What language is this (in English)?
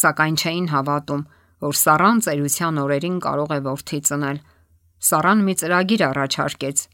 Armenian